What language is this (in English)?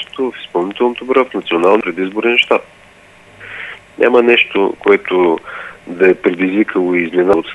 Bulgarian